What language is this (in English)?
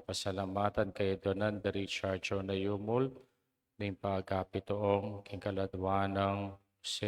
Pampanga